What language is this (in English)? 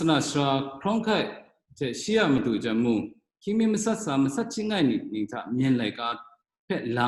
Kachin